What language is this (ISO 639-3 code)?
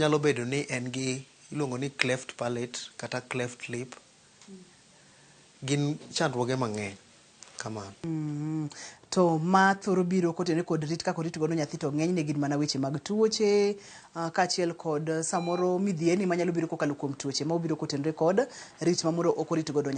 luo